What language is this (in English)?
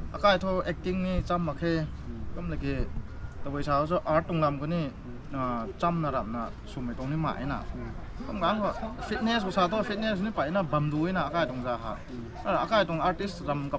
Rongmei Naga